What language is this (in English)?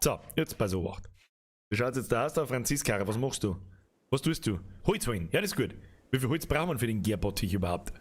Bavarian